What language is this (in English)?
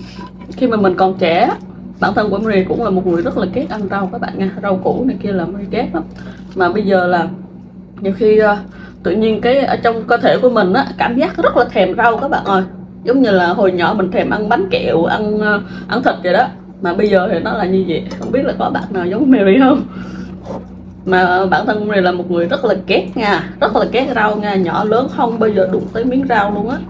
Vietnamese